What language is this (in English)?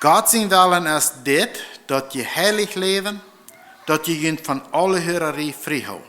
Plautdietsch